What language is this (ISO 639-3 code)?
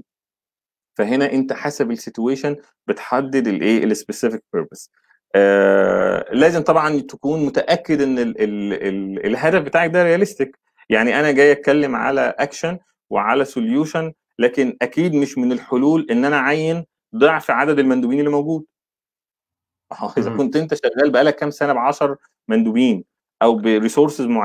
arz